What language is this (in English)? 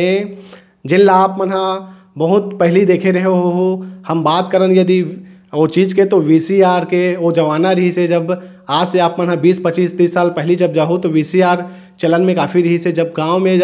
Chhattisgarhi